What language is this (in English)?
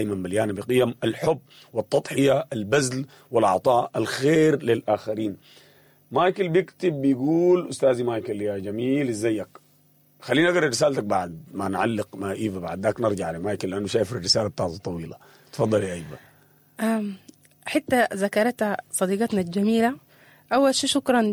Sudanese Arabic